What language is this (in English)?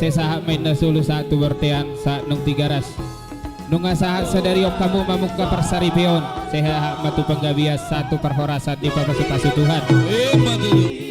Batak Toba